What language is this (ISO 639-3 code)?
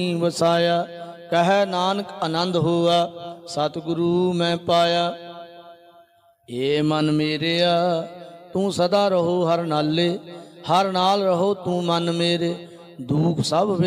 pan